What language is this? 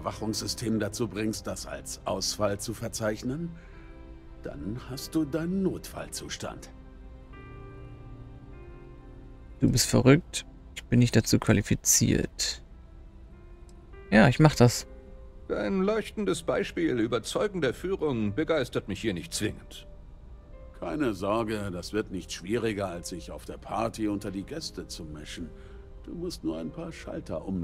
German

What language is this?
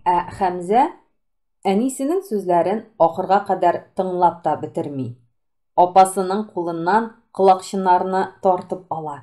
Tatar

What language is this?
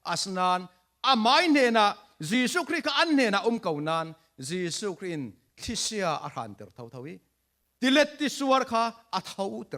Falam Chin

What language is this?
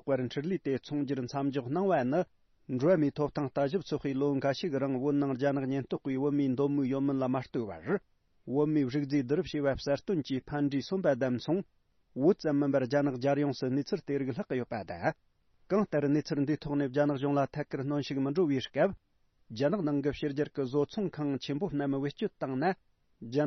Tibetan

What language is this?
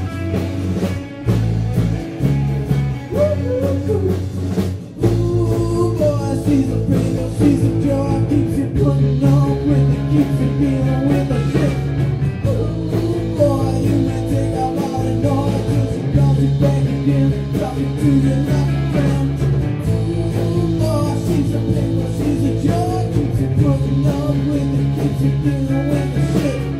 English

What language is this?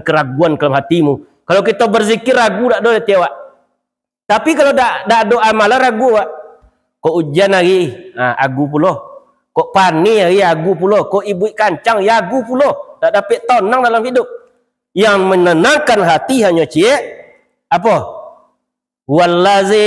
Minangkabau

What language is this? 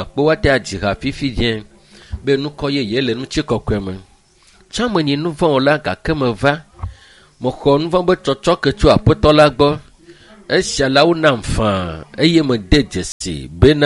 Ewe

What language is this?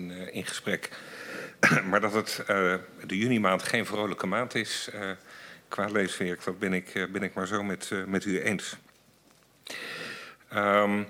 Dutch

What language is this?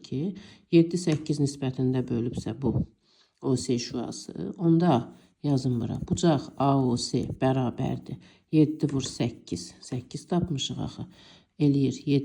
Azerbaijani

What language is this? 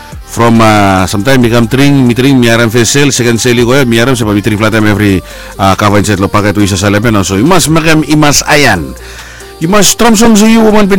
Bislama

